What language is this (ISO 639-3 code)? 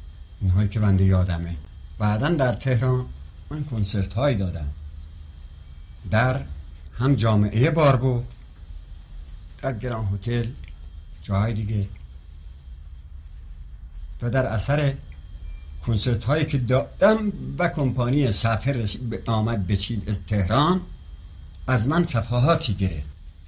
fas